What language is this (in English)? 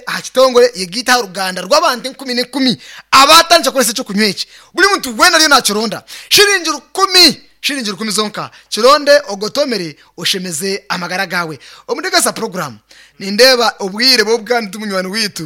Nyankole